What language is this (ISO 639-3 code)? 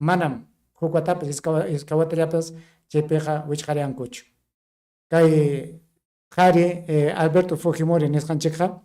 quy